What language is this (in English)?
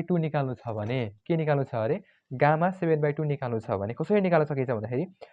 Nepali